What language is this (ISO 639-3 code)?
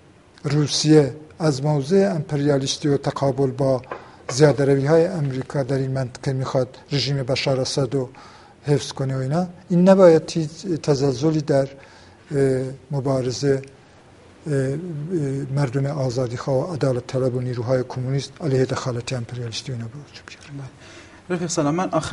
fas